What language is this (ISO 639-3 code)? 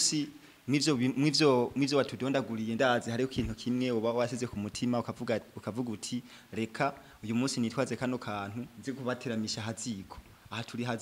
run